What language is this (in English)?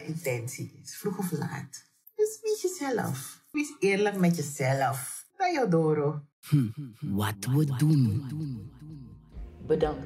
Dutch